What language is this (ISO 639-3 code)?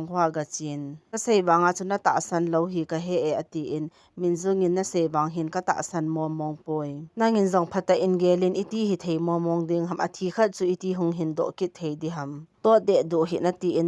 tcz